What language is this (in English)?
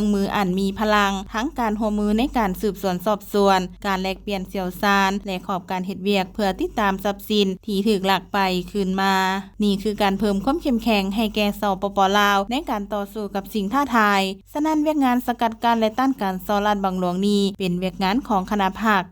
Lao